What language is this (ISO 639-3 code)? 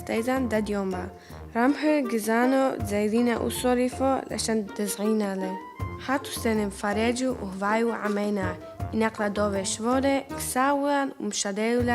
tru